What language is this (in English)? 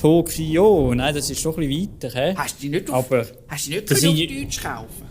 Swiss German